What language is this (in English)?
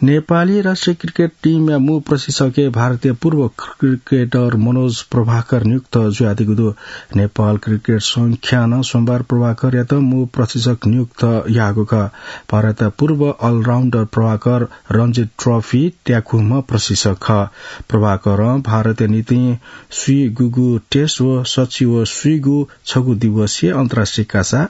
Newari